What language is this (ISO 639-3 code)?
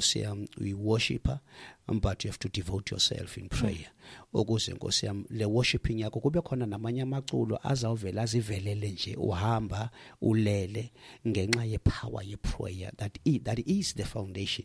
xho